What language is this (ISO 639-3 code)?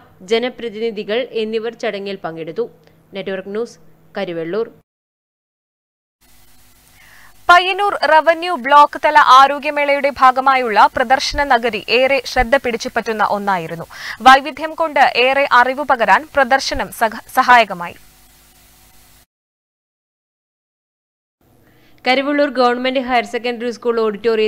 mal